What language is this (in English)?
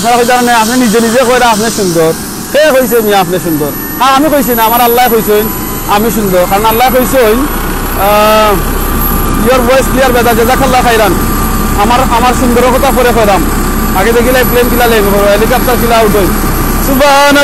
Sylheti